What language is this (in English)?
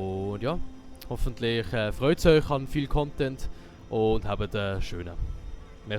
Swiss German